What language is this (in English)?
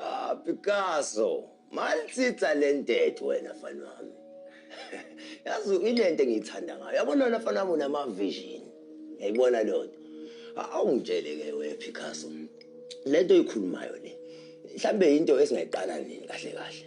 Zulu